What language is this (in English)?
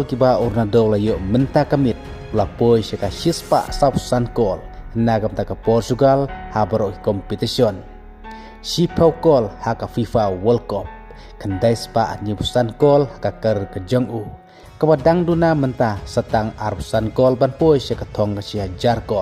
Khasi